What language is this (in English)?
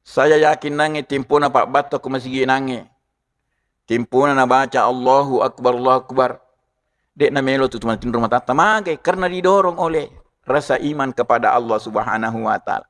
Buginese